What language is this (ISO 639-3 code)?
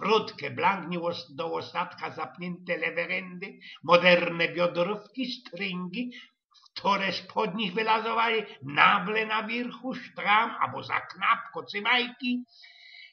szl